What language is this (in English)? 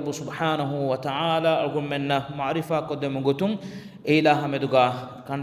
Divehi